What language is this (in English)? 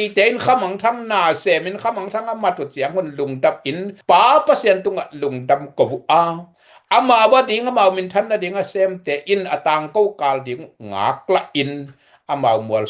Tedim Chin